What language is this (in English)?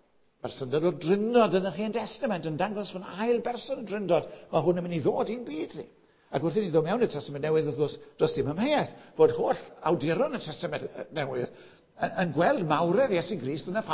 Welsh